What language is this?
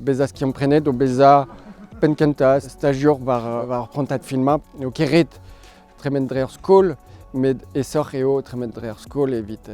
Breton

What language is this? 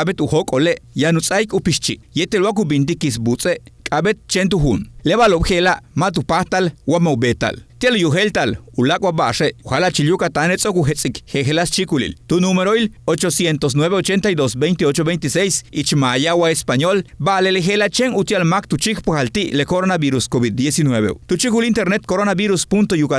Yucateco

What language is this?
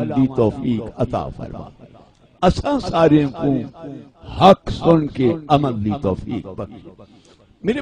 Saraiki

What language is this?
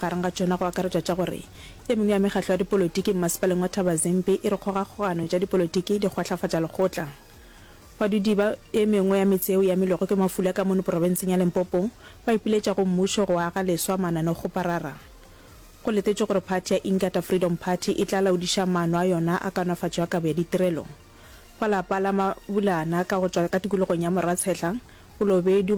Northern Sotho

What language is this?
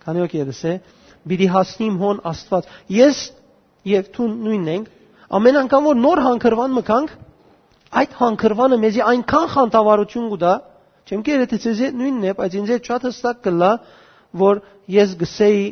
Western Armenian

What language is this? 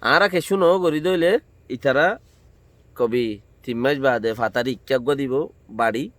Rohingya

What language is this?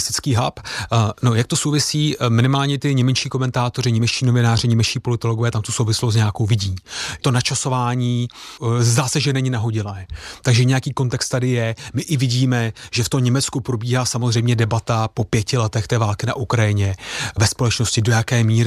Czech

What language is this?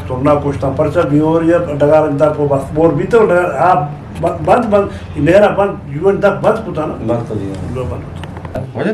Eastern Balochi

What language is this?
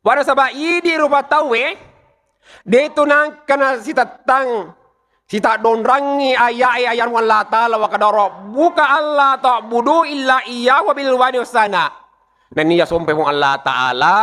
Buginese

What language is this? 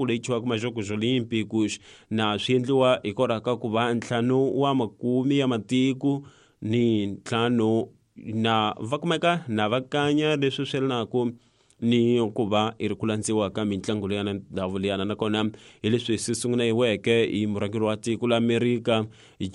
Tsonga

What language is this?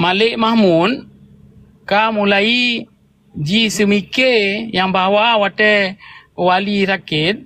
Achinese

